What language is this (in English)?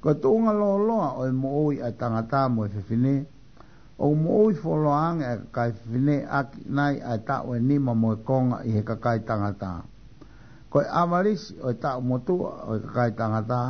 Tongan